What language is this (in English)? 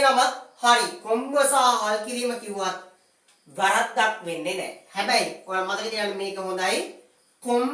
Sinhala